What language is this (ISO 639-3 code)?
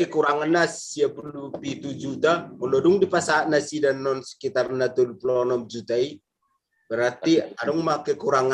bbc